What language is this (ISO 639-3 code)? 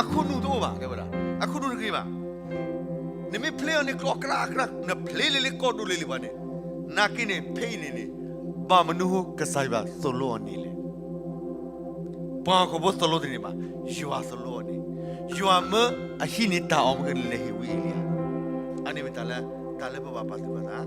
ksw